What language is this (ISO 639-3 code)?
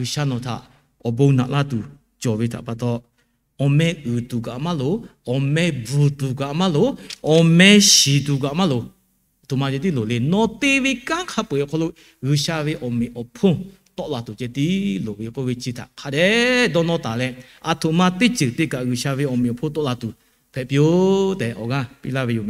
lhu